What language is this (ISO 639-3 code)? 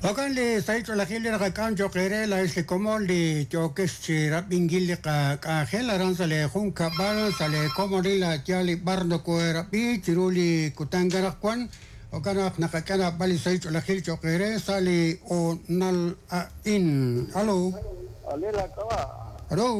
kek